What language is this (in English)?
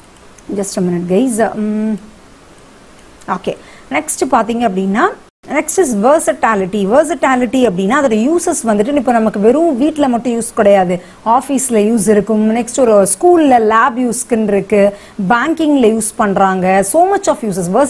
Tamil